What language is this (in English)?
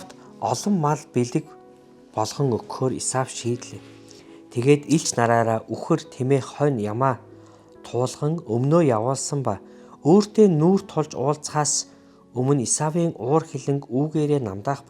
Mongolian